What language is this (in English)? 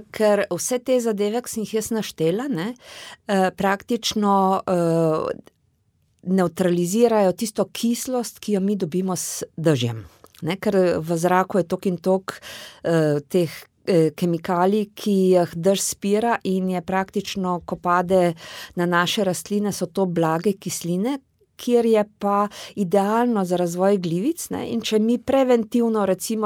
Slovenian